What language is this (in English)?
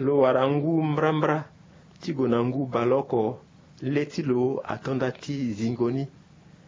Sango